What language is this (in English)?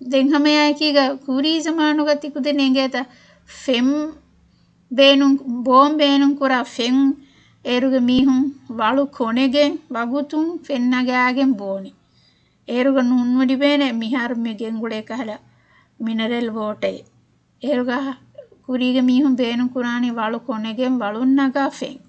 Divehi